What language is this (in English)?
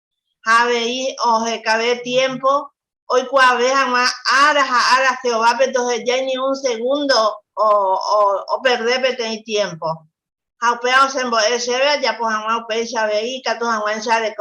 Guarani